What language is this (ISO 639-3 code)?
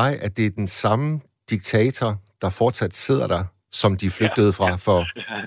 dan